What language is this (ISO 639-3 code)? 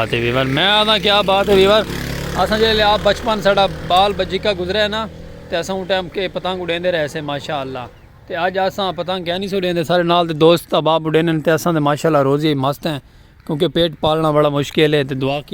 skr